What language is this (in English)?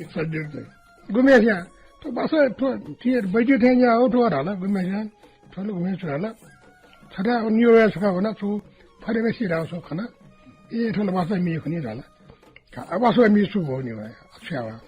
Newari